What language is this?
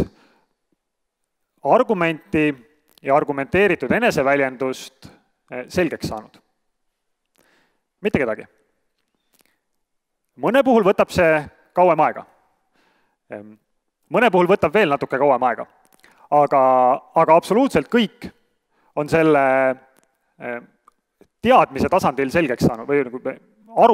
Estonian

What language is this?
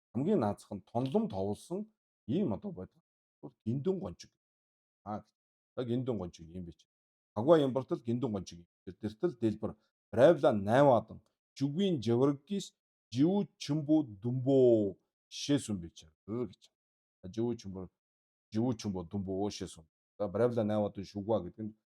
Mongolian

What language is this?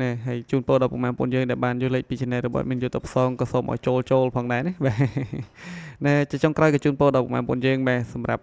Khmer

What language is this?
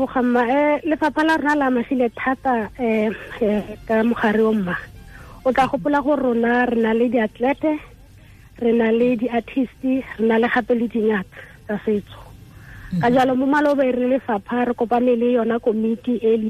Tswana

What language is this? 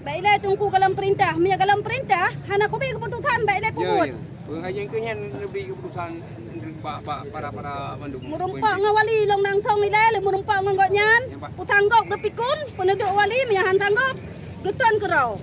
Achinese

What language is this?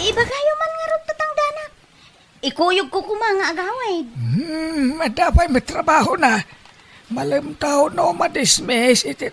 Iloko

